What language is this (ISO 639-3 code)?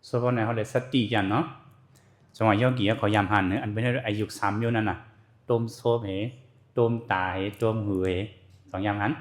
shn